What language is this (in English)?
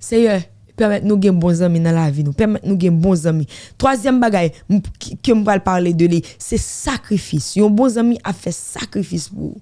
Haitian Creole